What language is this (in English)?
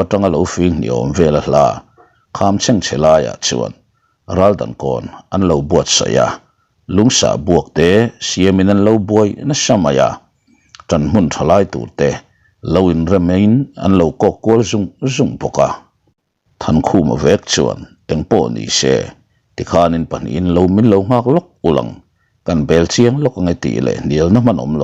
Mizo